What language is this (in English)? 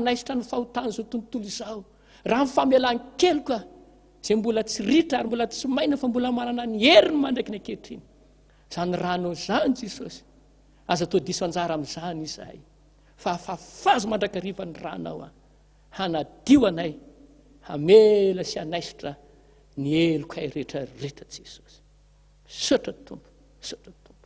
Malagasy